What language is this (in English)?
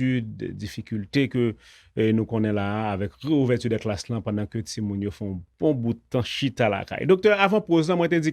Haitian Creole